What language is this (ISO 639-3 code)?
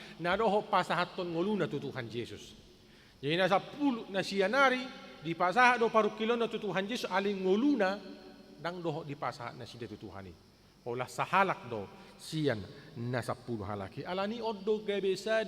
bbc